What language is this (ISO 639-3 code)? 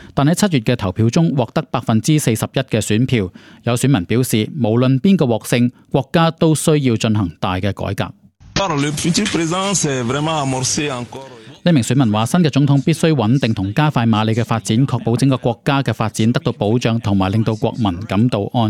yue